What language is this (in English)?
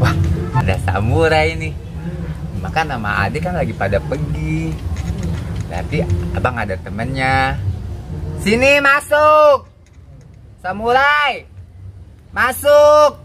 Betawi